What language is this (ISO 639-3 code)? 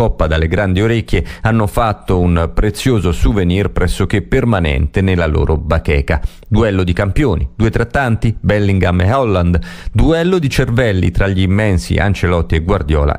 ita